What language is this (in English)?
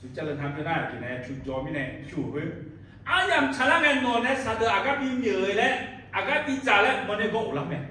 Akha